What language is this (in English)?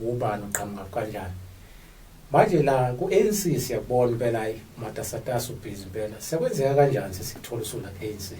Zulu